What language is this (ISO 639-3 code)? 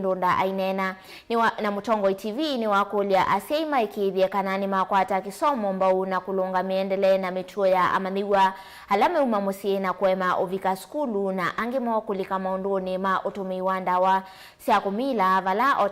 kam